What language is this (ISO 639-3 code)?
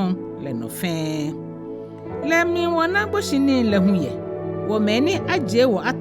gaa